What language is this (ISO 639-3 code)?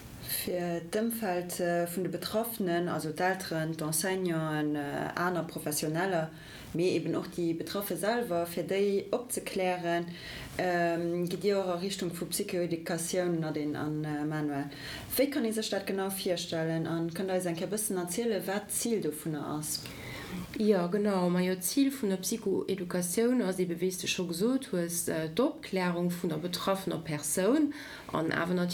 ltz